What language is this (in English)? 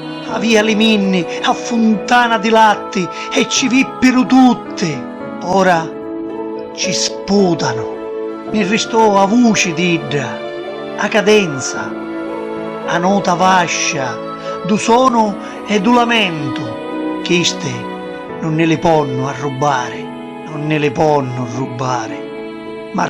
Sicilian